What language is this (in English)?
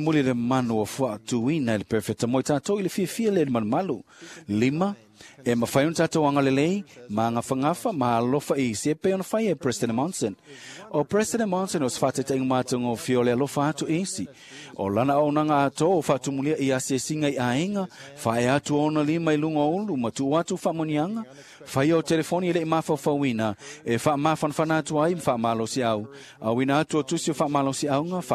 Samoan